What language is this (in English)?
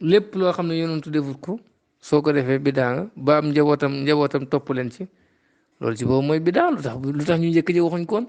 Wolof